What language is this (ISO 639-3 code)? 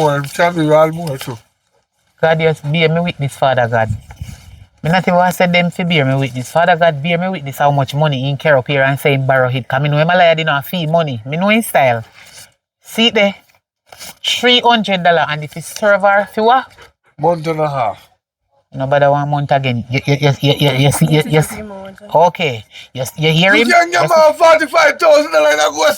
jam